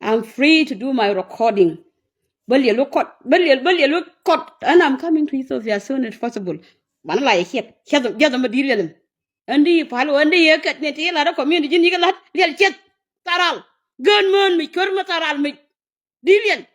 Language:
Nuer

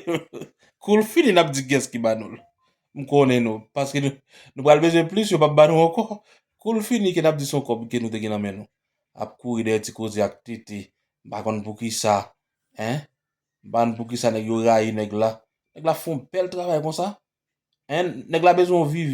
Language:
Haitian Creole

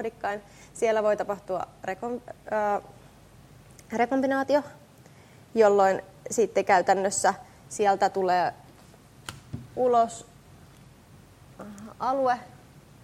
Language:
Finnish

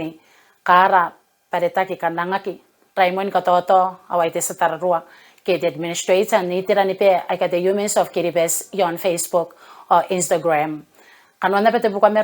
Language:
Gilbertese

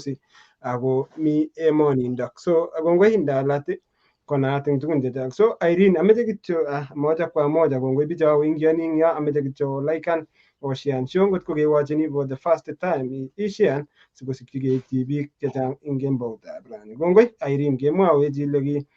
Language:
Kalenjin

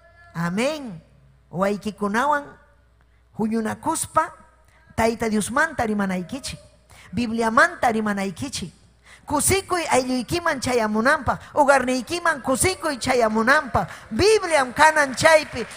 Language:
Ayacucho Quechua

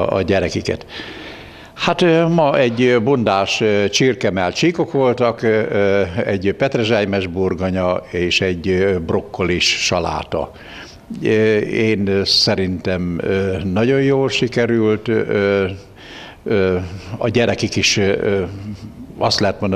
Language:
Hungarian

